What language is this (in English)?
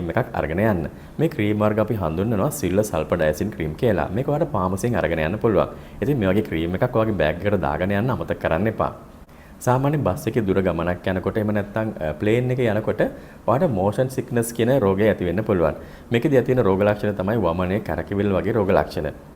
Sinhala